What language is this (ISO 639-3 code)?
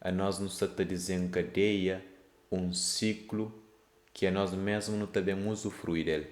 kea